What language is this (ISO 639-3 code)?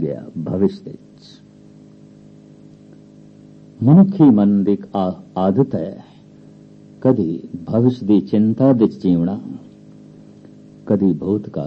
pan